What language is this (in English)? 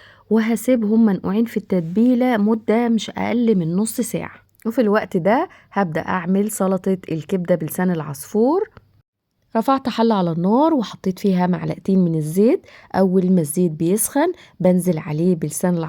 Egyptian Arabic